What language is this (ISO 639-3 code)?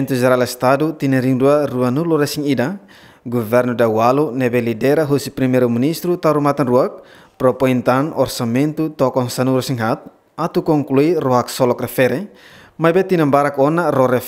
tet